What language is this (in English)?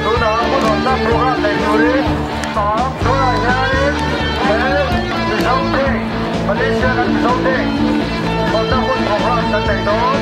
Mizo